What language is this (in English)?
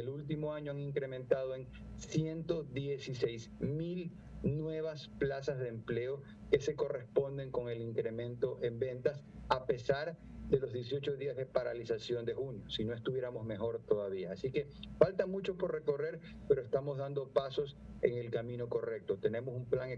Spanish